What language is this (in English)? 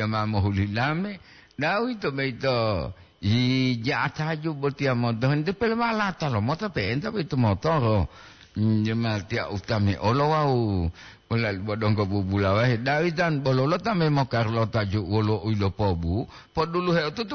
Gorontalo